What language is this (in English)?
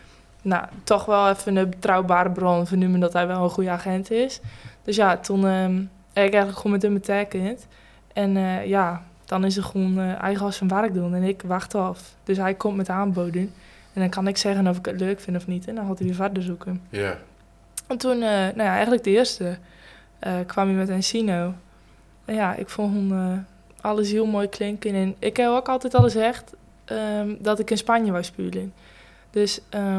Dutch